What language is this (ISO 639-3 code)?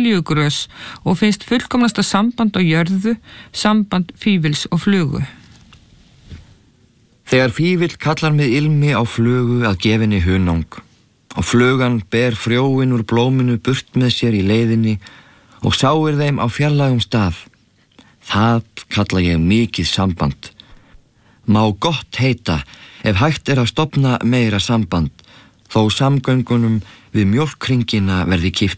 isl